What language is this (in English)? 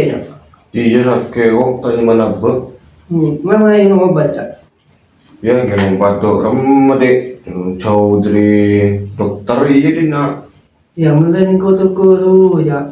Madurese